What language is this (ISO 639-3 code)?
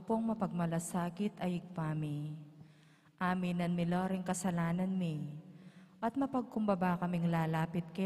pam